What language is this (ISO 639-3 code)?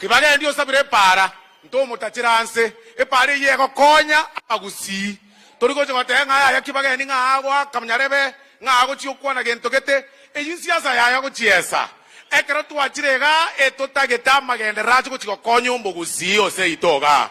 guz